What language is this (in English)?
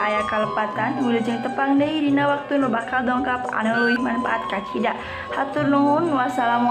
Sundanese